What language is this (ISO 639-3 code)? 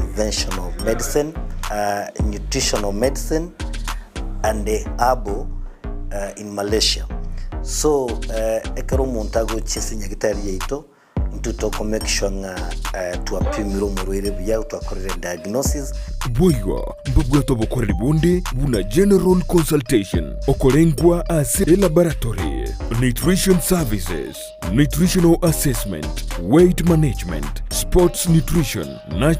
guz